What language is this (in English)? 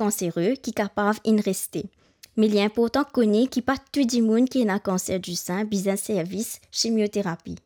Morisyen